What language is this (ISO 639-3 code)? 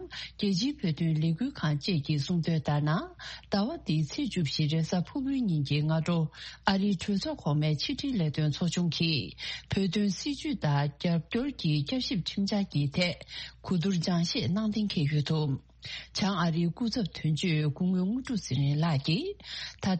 bod